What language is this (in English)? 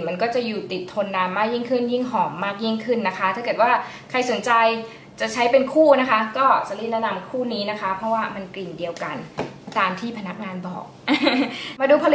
Thai